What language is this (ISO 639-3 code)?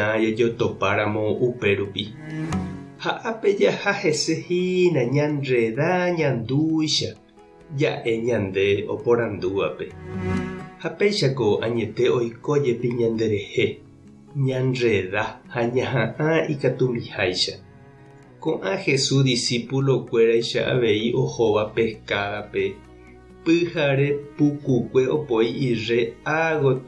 grn